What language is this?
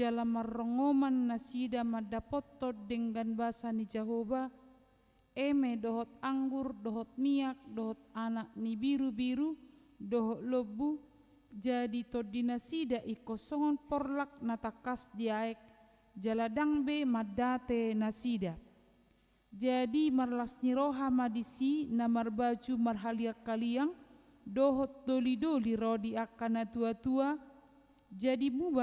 Batak Toba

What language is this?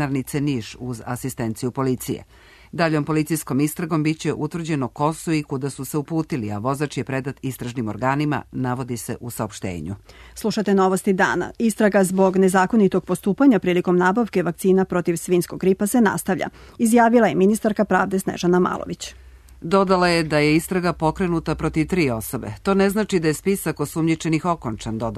Serbian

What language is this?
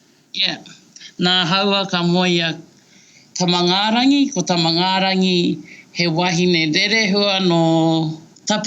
Māori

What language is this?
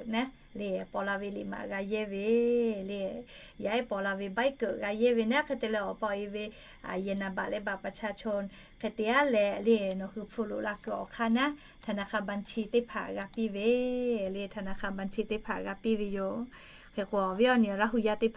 Lahu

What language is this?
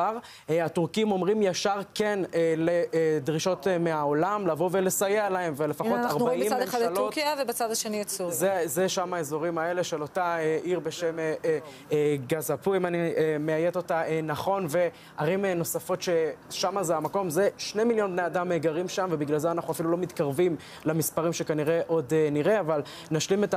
Hebrew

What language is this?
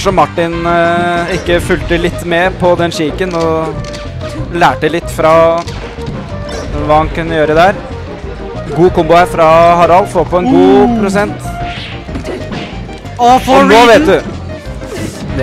Norwegian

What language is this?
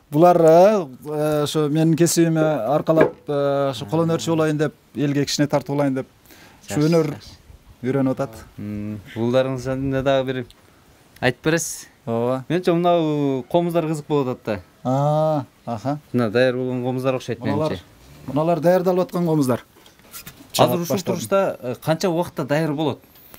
Kyrgyz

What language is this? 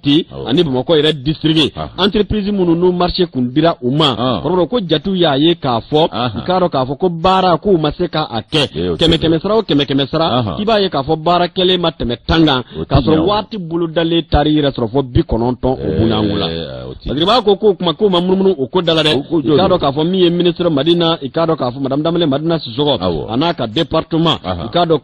Bambara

